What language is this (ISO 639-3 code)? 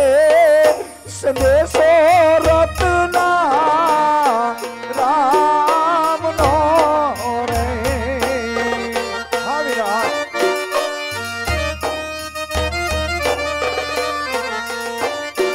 guj